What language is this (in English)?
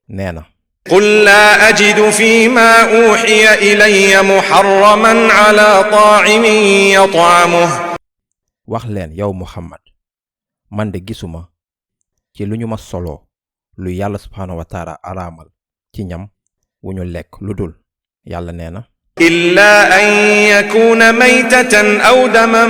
Wolof